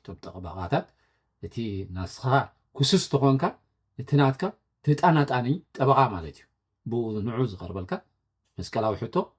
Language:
Tigrinya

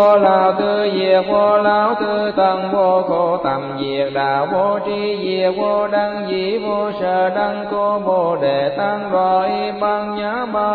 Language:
Vietnamese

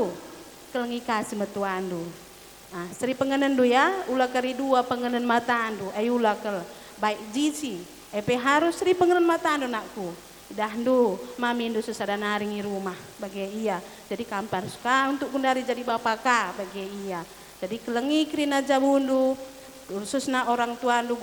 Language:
Batak Karo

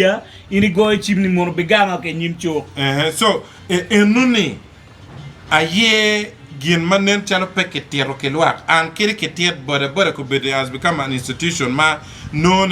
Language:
Acoli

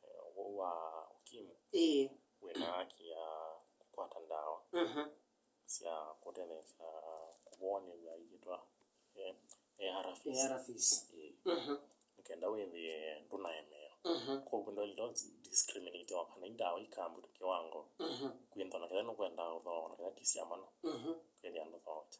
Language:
Kamba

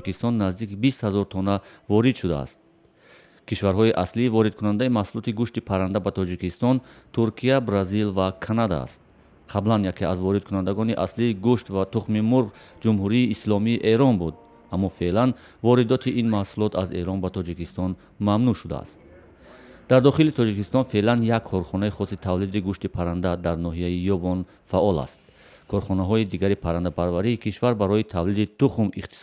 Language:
Tajik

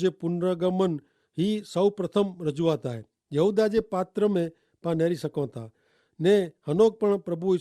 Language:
Kachhi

